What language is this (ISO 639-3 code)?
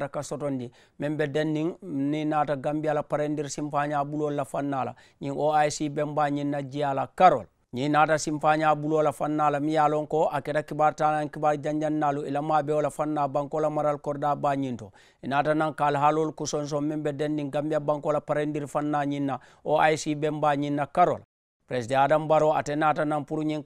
man